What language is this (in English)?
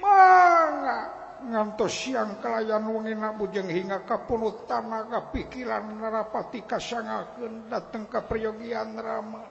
Sundanese